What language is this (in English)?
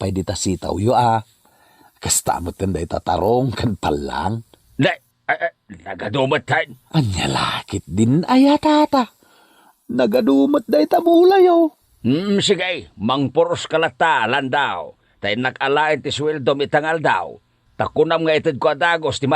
Iloko